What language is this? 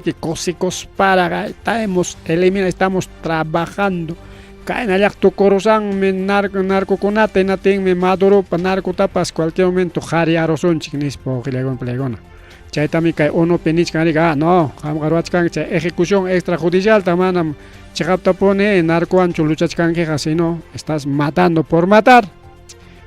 Ayacucho Quechua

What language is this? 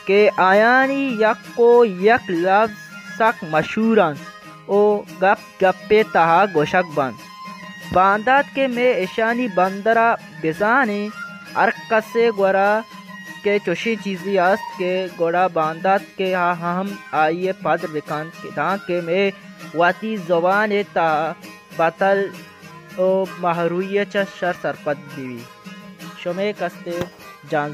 Baluchi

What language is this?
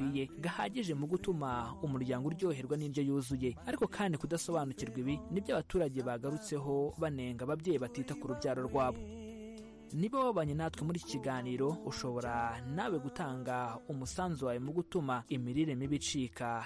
Kinyarwanda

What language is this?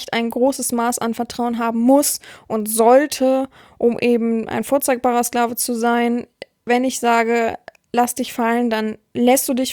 German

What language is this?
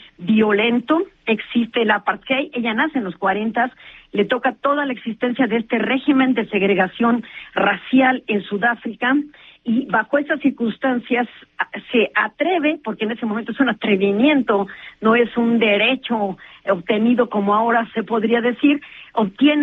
Spanish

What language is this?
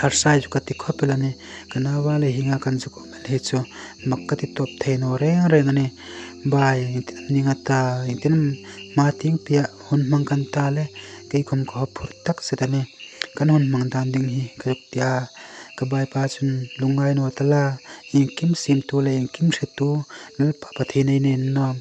Hmar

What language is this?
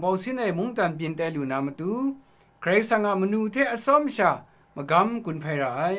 Kachin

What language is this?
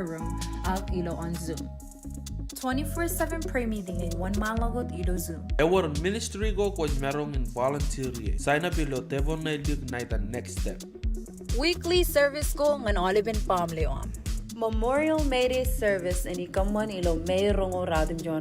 Marshallese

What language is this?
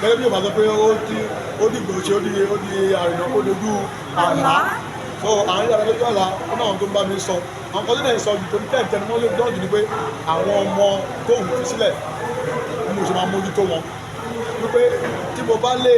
Yoruba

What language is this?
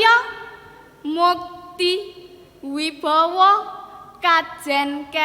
Javanese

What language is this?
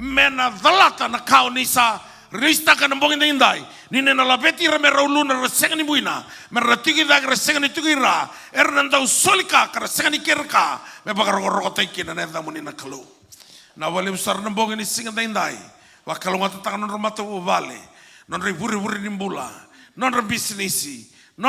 Fijian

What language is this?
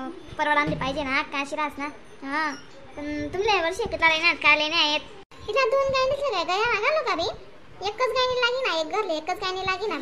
Khandesi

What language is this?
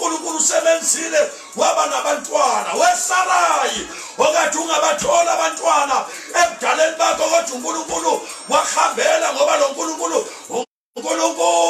Zulu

